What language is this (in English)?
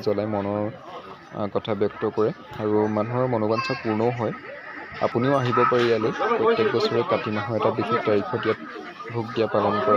Assamese